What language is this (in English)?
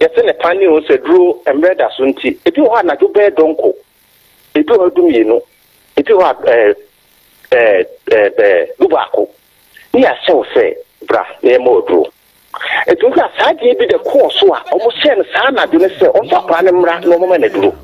Akan